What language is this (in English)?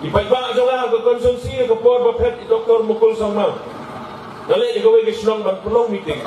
Khasi